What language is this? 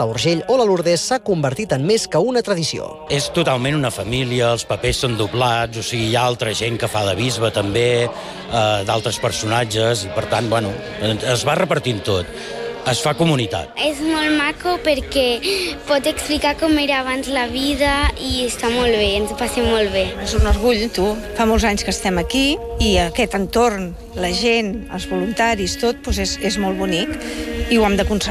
Catalan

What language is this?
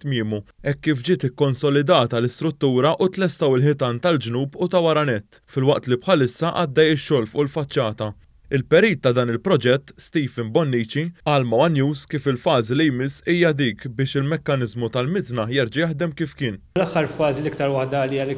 Maltese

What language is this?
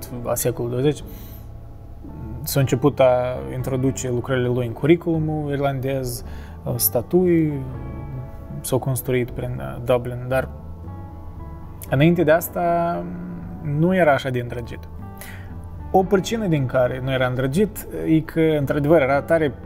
Romanian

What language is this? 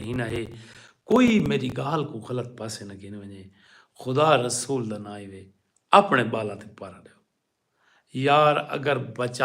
Saraiki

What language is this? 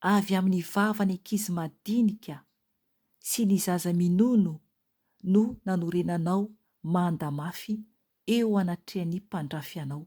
Malagasy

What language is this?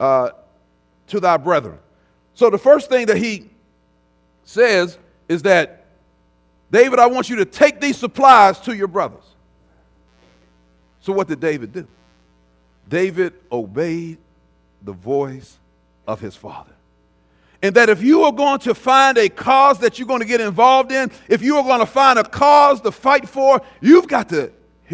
English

